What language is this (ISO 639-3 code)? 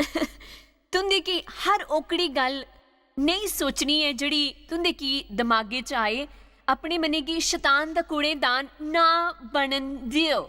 doi